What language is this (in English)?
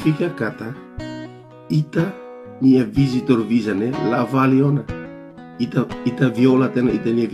Tetum